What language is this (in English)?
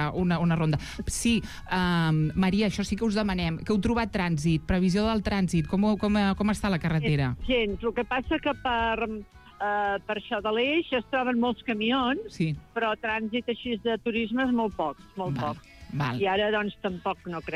Catalan